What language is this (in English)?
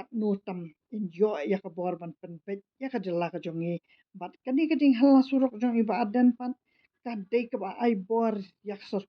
Khasi